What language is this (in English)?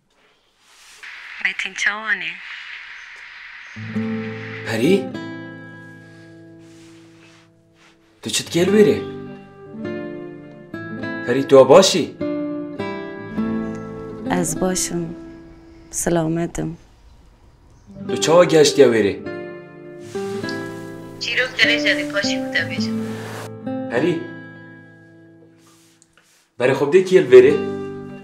Kurdish